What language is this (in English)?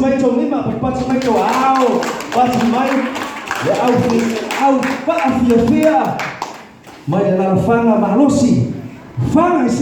Samoan